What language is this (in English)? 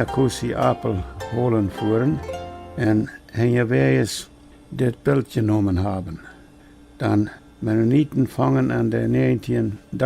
Plautdietsch